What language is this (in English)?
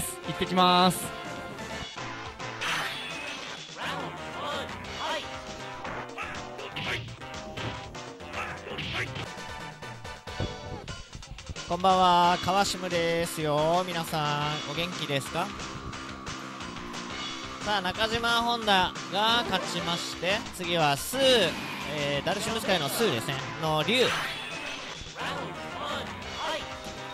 Japanese